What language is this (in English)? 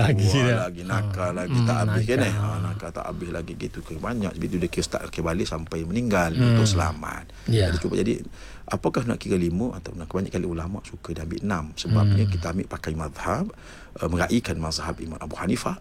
Malay